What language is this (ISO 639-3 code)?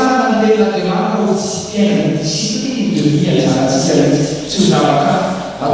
mlg